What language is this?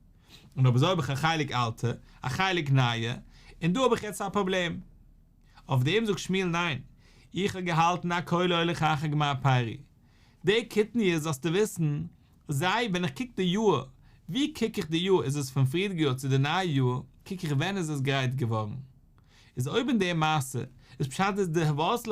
Yiddish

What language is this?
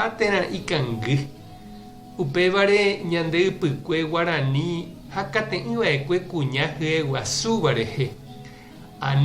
Guarani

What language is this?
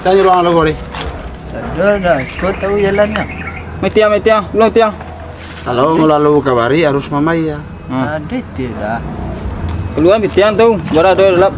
Minangkabau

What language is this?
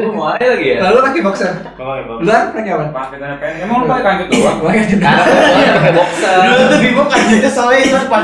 Indonesian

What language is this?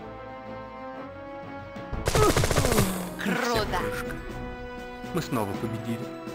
Russian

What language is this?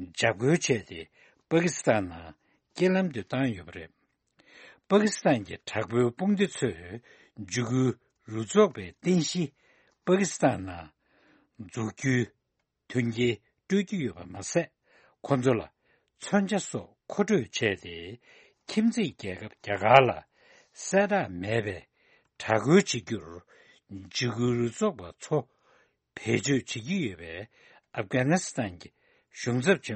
Tibetan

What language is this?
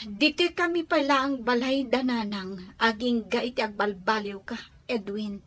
Iloko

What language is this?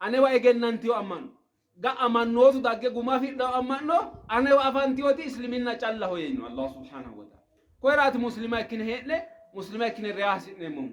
Sidamo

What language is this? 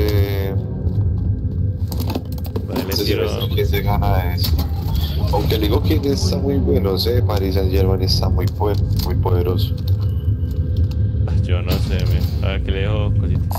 Spanish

